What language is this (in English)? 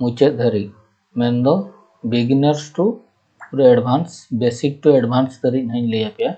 Santali